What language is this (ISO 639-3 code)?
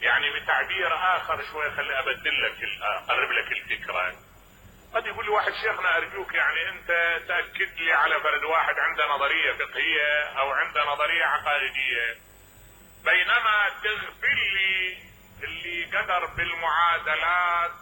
acm